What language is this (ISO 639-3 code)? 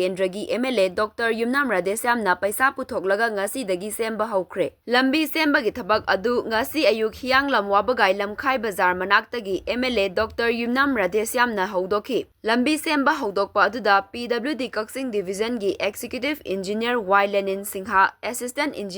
mni